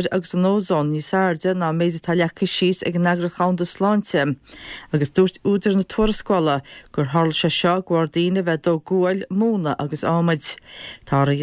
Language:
Irish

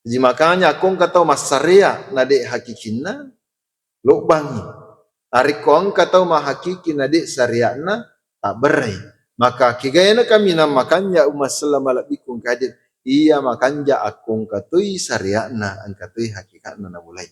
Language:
Buginese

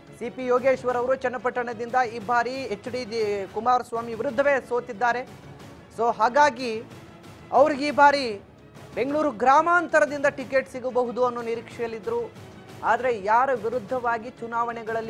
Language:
Kannada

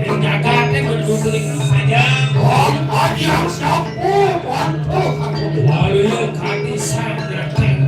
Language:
Balinese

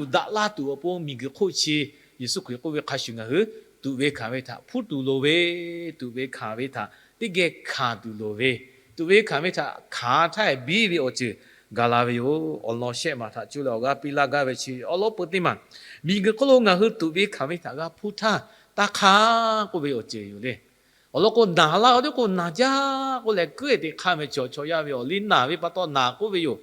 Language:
Lahu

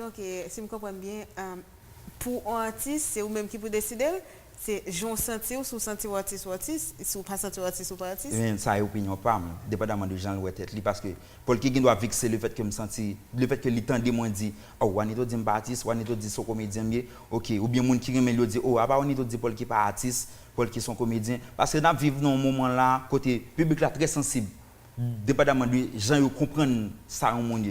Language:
Haitian Creole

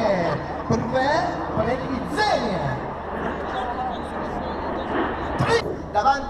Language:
Slovak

